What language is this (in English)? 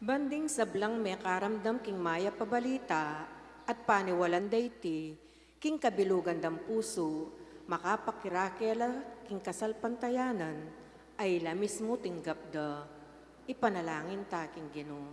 Pampanga